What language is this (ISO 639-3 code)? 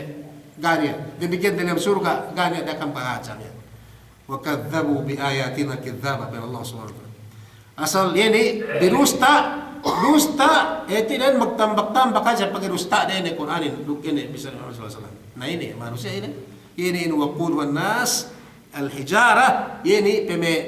yka